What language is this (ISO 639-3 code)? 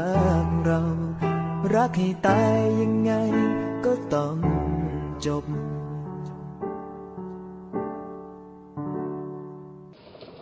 tha